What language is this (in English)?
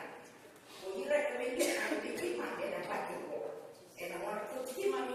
Fijian